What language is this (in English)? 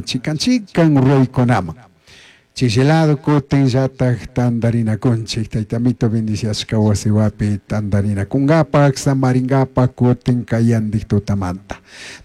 Chimborazo Highland Quichua